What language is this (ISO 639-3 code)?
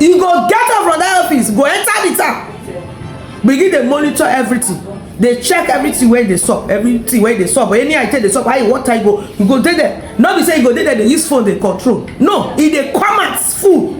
pcm